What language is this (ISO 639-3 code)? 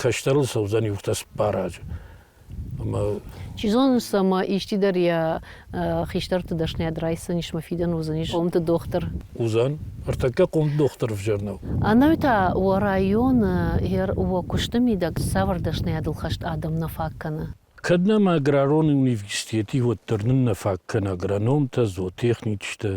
oss